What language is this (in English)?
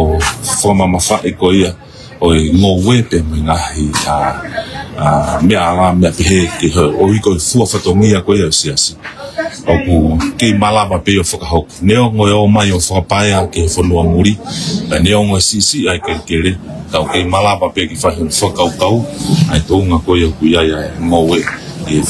Tongan